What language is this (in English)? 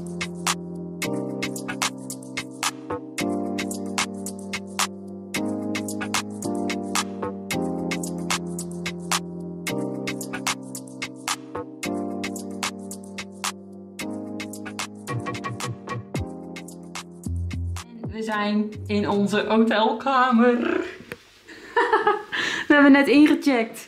Dutch